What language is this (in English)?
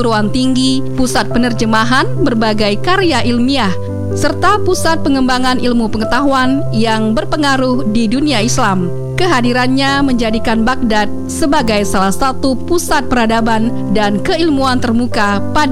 Indonesian